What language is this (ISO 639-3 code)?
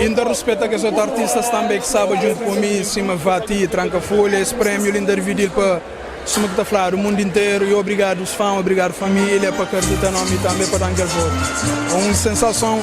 kea